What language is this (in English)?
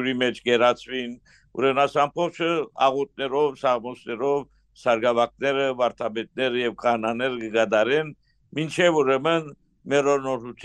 Western Armenian